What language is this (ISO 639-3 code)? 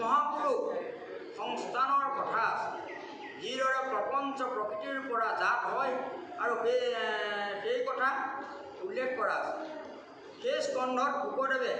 asm